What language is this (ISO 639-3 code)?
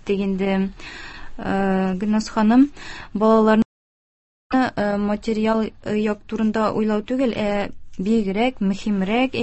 tat